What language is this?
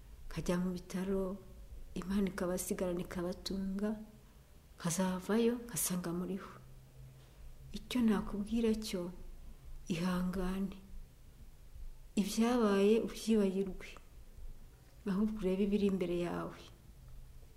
Kinyarwanda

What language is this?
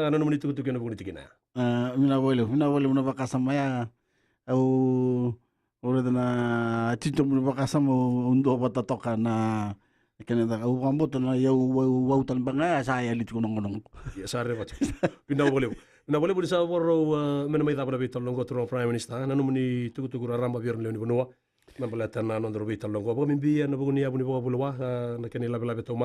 Fijian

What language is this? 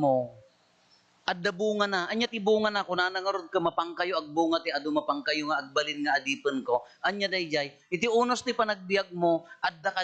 Iloko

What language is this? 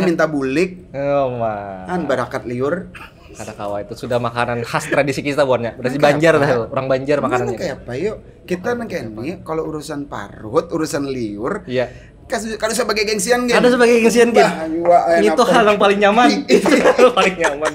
Banjar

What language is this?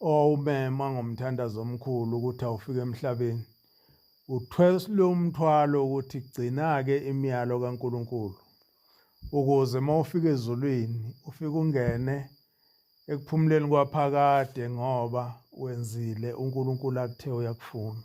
Zulu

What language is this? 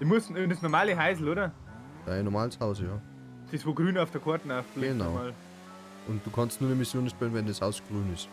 Bavarian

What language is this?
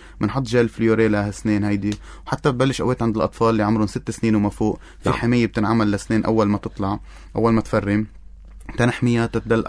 North Levantine Arabic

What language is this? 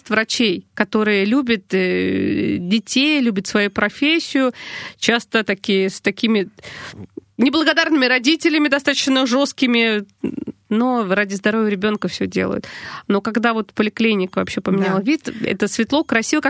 Russian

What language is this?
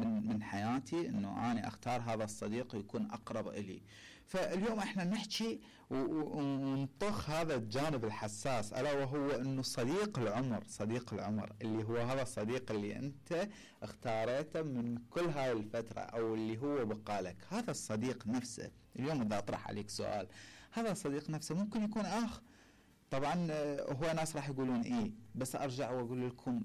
Mesopotamian Arabic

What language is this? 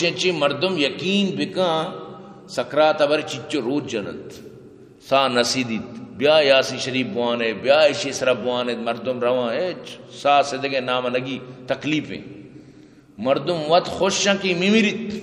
Eastern Balochi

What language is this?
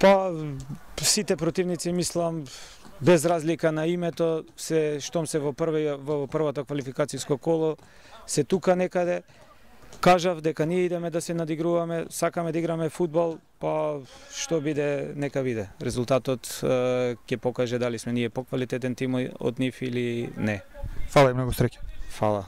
Macedonian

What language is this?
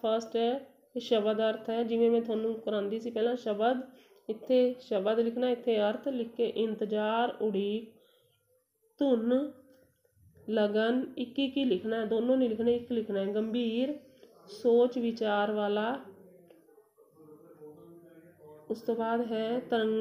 Punjabi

